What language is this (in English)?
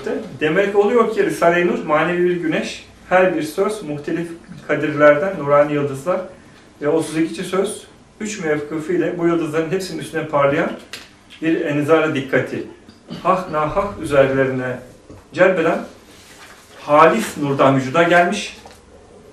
Turkish